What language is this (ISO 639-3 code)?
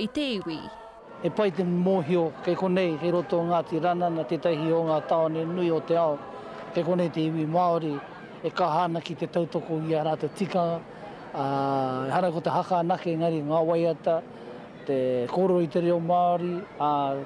mri